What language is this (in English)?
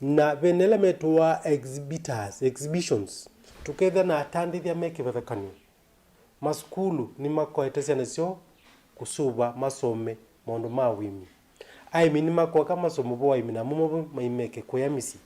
Kamba